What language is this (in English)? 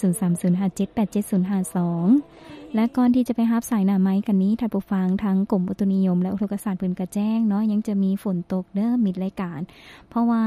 Lao